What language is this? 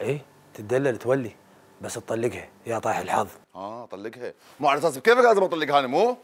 Mesopotamian Arabic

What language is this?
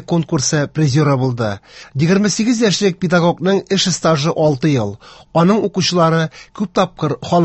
Tatar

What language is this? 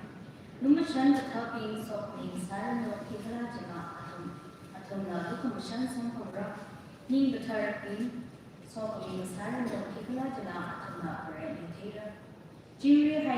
Tangkhul Naga (India)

